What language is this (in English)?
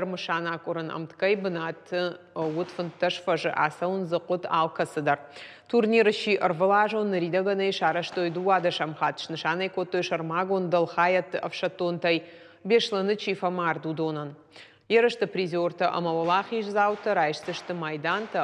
Ossetic